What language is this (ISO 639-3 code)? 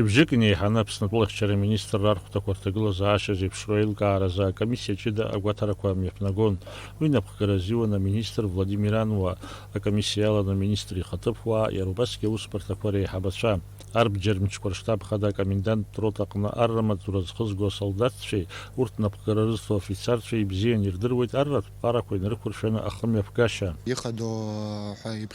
abk